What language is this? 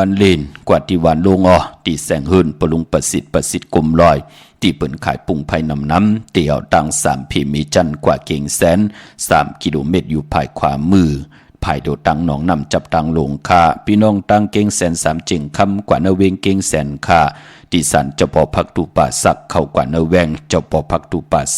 Shan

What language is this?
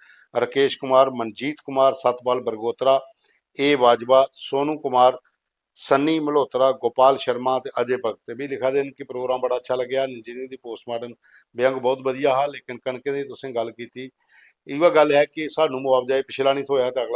Dogri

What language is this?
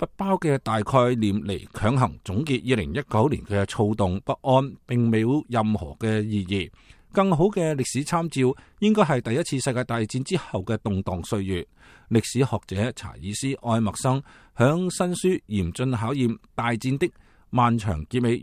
Cantonese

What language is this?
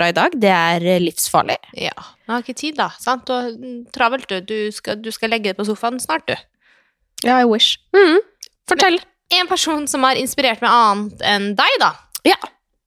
Norwegian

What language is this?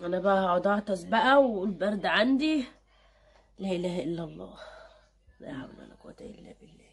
Egyptian Arabic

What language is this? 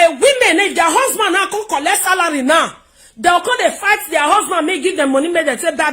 Nigerian Pidgin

